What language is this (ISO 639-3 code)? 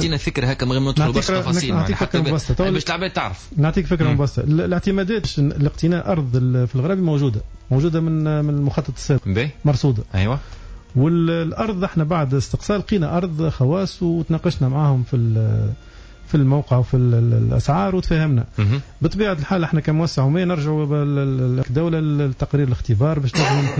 aeb